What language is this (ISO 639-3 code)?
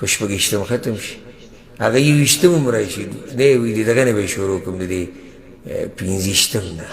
pus